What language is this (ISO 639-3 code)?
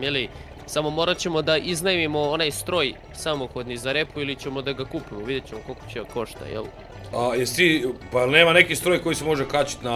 hrv